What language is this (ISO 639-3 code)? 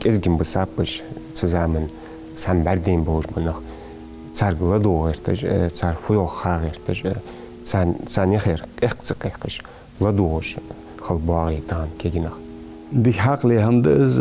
inh